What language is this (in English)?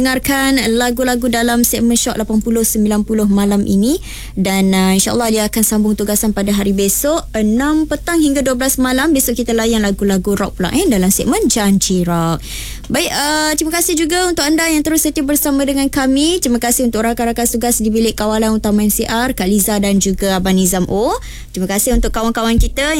Malay